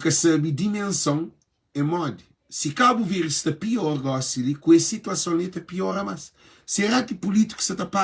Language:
Kabuverdianu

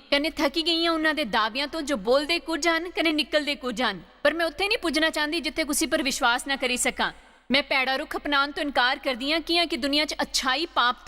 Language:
Dogri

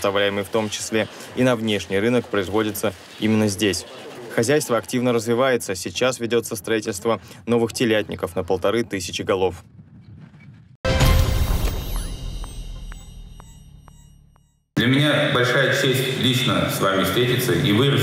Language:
Russian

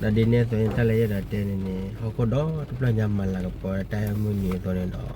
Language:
S'gaw Karen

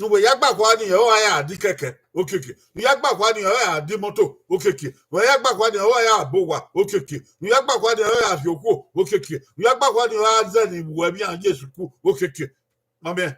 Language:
Bini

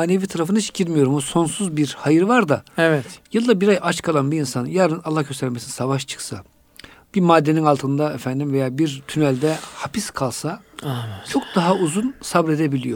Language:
Turkish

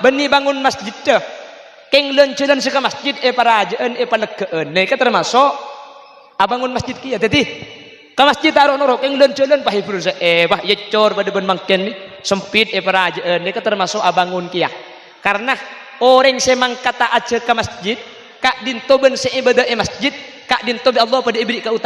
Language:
Madurese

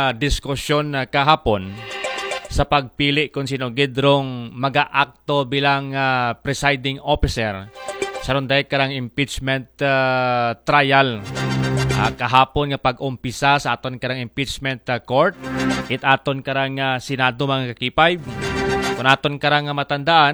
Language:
Aklanon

